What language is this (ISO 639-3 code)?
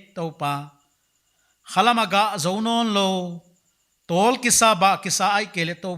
pck